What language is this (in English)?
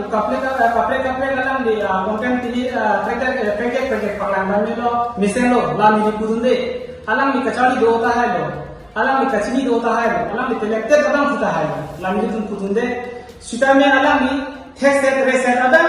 Karbi